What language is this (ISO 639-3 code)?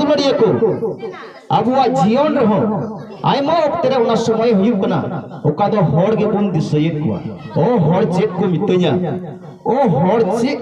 sat